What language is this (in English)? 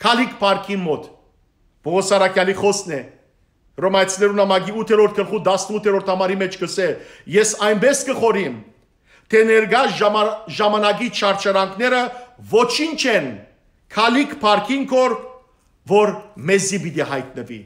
Western Armenian